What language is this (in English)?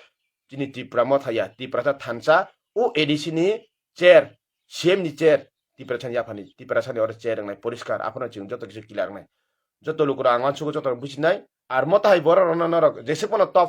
Kok Borok